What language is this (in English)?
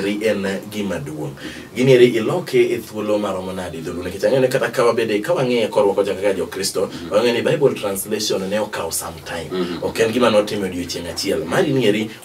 Luo (Kenya and Tanzania)